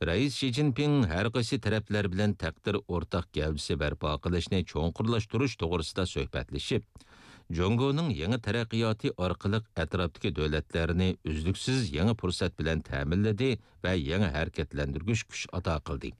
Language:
Uyghur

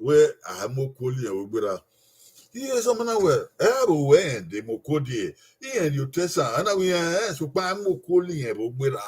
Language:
Bini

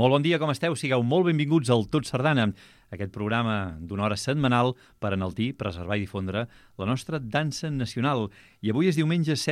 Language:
Catalan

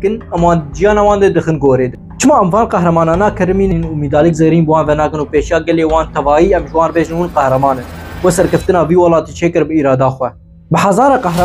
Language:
Kurdish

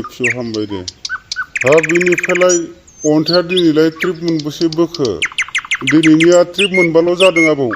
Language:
Bodo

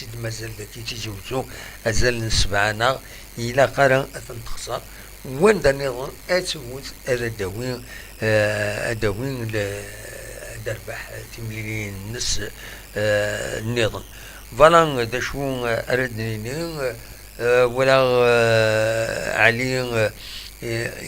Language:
Kabyle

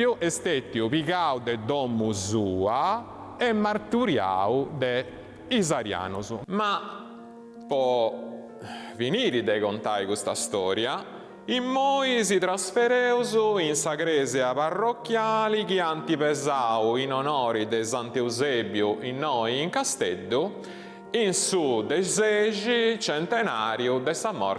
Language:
Sardinian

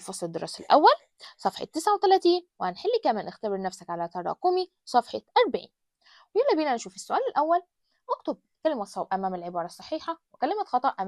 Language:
Egyptian Arabic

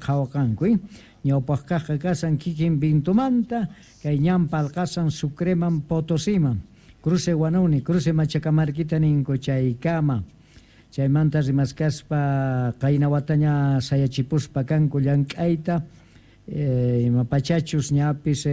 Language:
South Bolivian Quechua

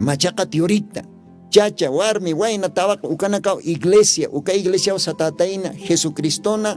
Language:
Aymara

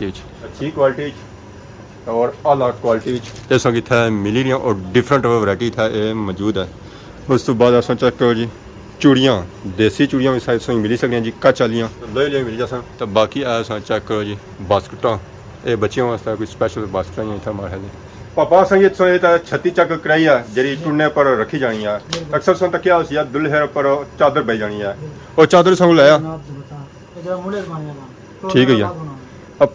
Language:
Pahari-Potwari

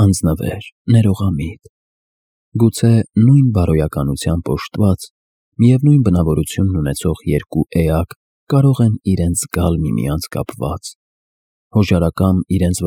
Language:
Armenian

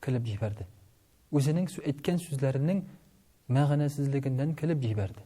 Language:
Tatar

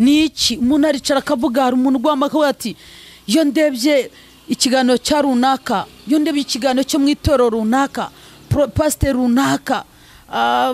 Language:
Kinyarwanda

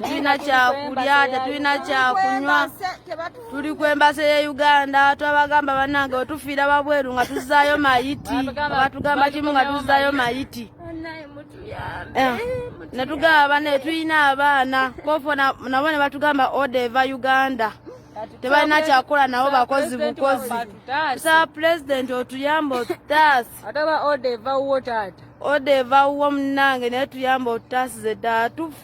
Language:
Ganda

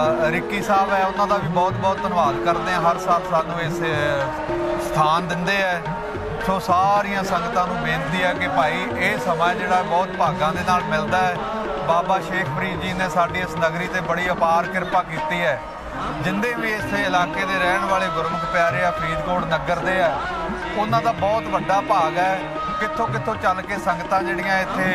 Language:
Punjabi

